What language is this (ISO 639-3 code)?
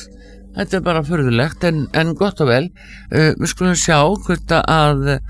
isl